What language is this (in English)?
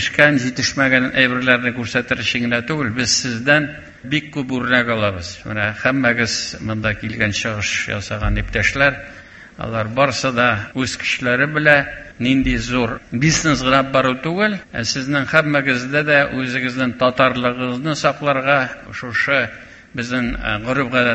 Tatar